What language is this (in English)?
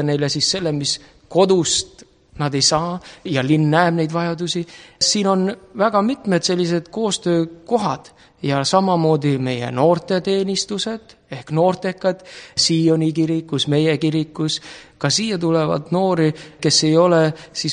Estonian